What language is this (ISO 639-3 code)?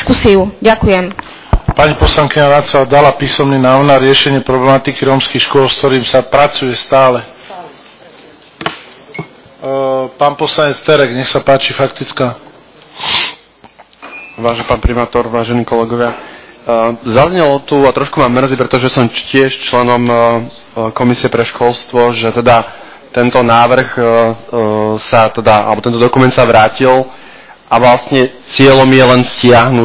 slk